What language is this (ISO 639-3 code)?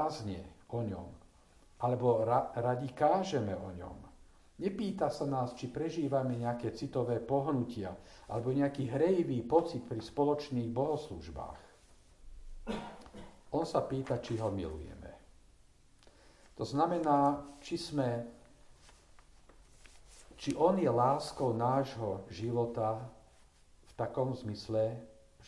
slk